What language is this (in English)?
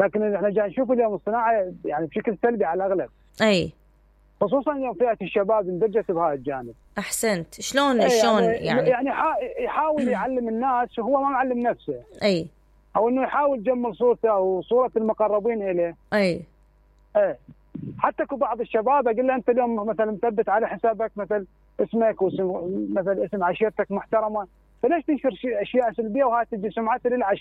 Mesopotamian Arabic